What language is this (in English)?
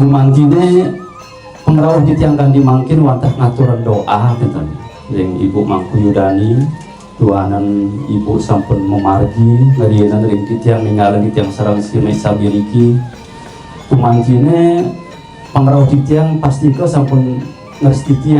Balinese